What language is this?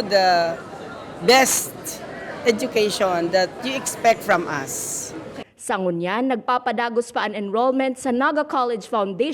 Bikol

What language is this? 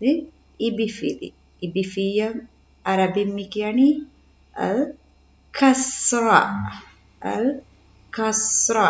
Divehi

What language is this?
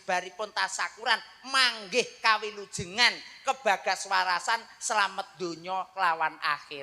Javanese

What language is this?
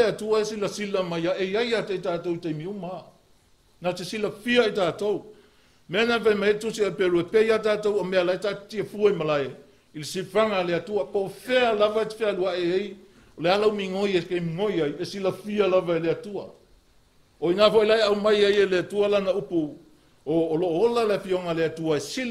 Samoan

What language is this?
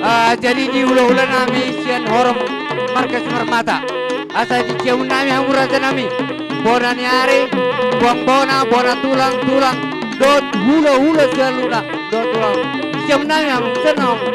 Batak Toba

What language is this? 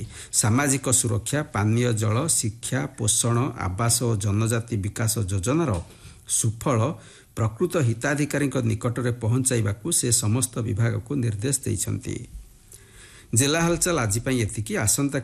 Odia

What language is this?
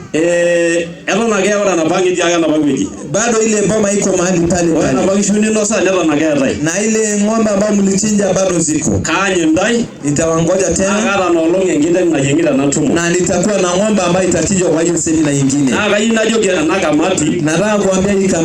Masai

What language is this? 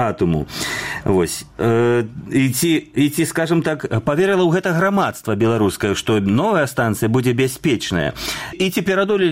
Belarusian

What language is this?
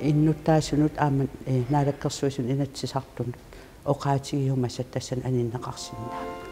Kalaallisut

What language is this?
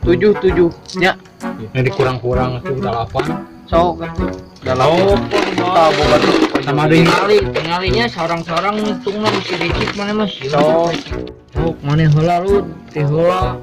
Sundanese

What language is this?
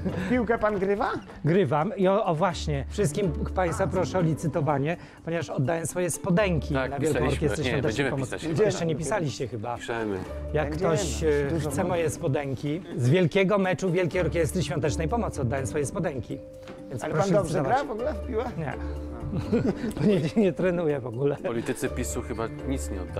Polish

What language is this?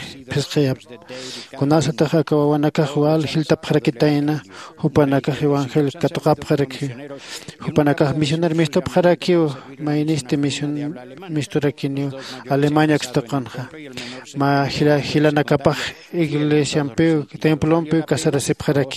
Aymara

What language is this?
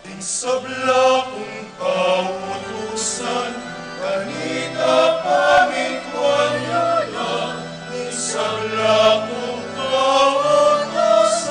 Pampanga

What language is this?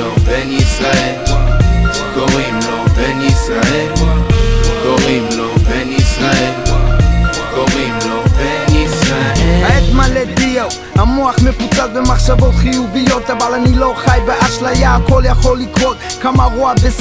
Hebrew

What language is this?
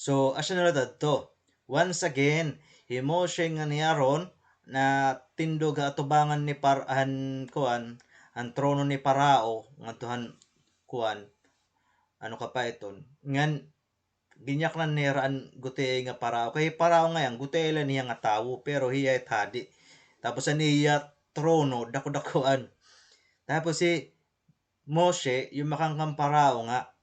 Waray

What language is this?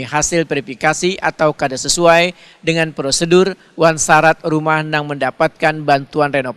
Banjar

